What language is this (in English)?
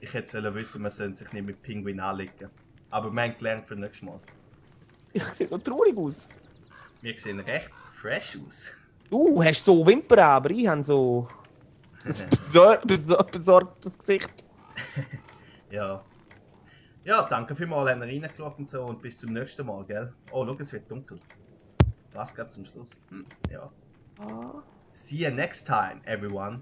Swiss German